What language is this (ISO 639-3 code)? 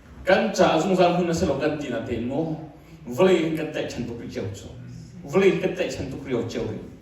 cnh